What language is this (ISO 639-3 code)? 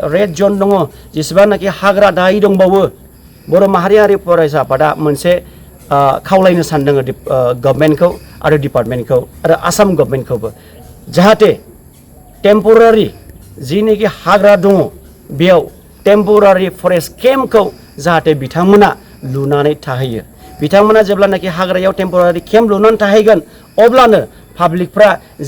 brx